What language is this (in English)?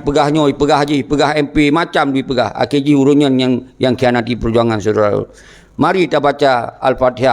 Achinese